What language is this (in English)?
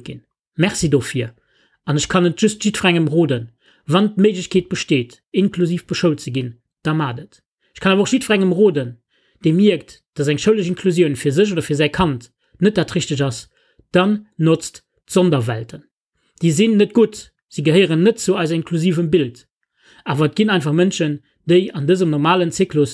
Luxembourgish